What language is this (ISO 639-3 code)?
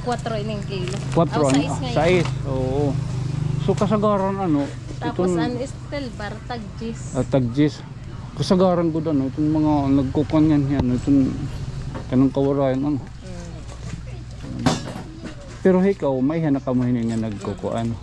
war